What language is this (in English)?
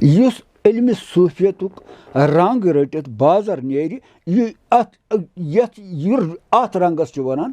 Kashmiri